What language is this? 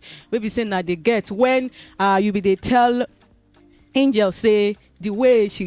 Nigerian Pidgin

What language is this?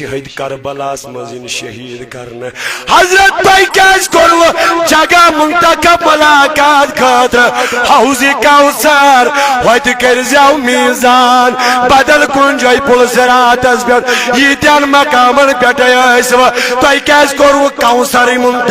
Kashmiri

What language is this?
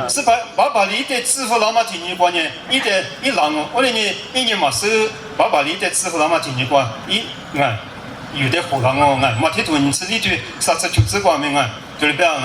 Lisu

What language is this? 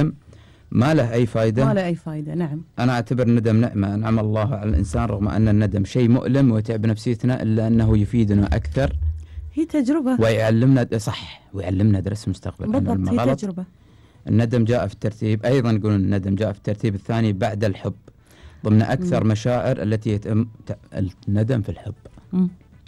Gulf Arabic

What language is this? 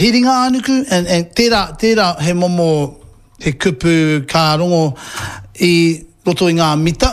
Māori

